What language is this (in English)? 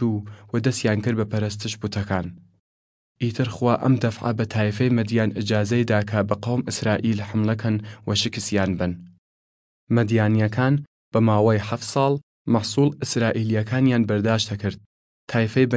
Southern Kurdish